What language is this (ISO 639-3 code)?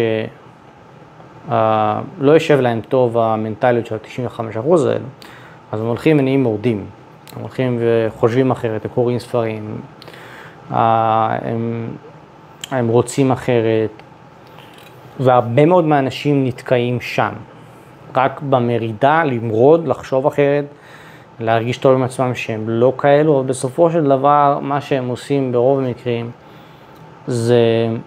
heb